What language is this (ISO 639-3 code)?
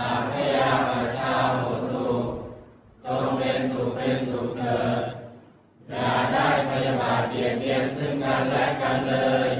pli